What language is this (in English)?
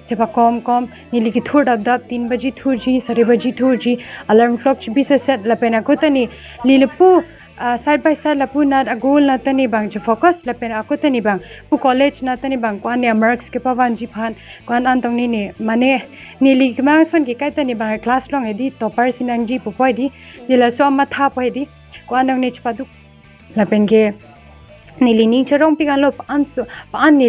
Karbi